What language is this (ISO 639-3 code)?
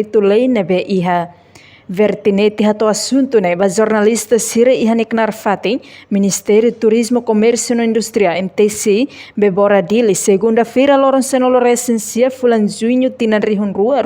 tet